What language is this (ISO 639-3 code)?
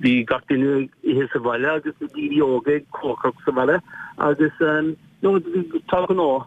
gle